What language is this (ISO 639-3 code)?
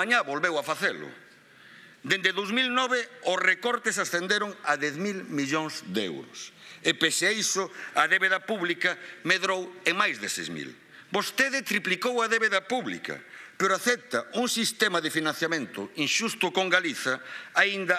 glg